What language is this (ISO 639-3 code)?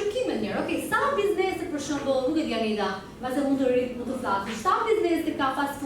sqi